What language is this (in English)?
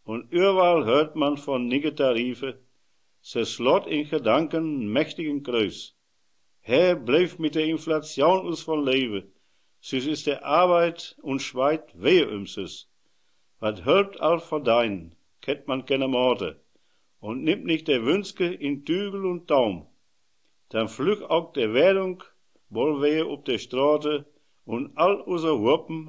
Westphalien